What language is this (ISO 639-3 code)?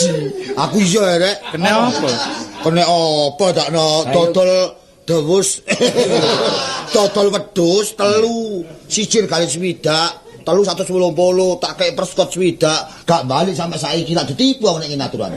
jav